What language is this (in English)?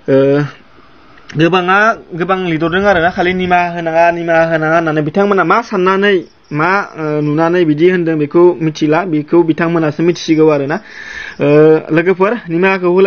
Bodo